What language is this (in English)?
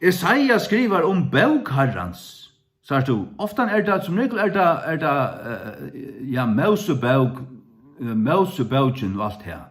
Faroese